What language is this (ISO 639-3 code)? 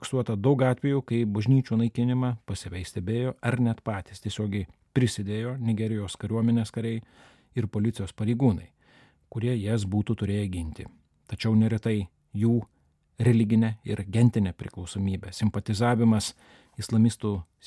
lit